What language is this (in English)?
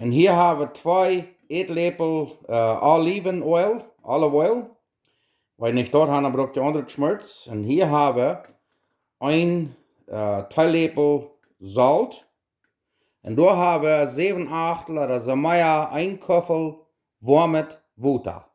Plautdietsch